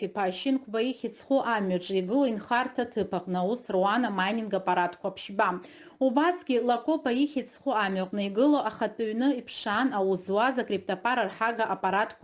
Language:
Abkhazian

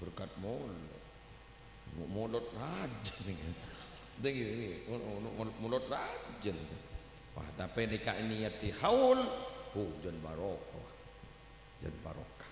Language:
Madurese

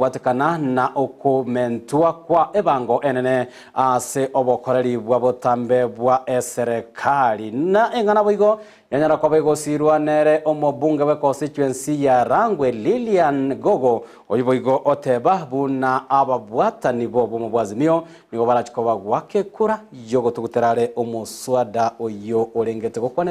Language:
Gusii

